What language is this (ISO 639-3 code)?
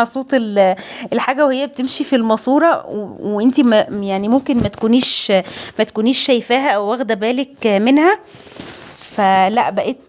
arz